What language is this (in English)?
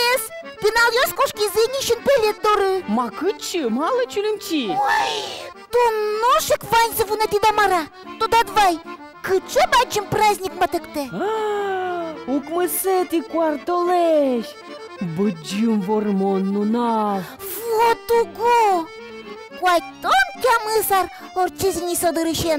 Udmurt